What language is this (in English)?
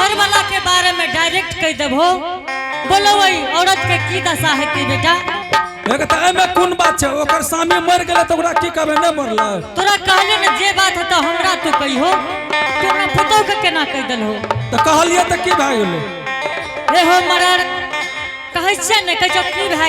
Angika